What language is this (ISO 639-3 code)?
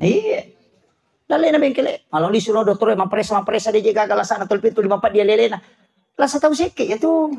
bug